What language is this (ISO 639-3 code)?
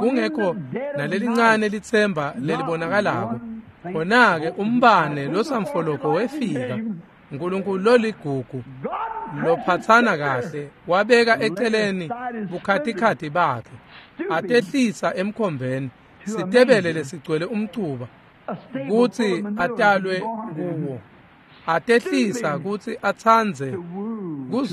ssw